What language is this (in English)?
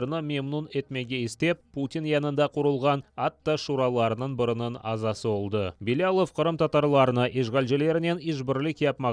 Crimean Tatar